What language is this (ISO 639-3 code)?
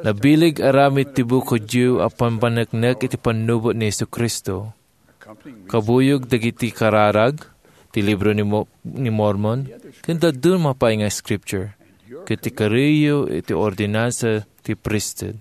ilo